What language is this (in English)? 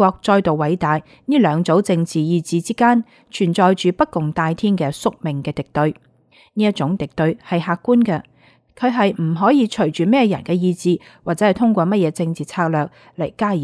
Cantonese